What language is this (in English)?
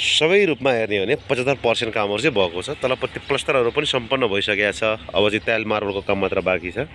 Nepali